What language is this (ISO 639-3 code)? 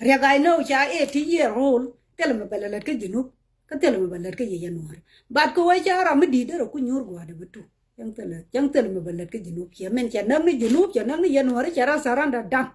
nus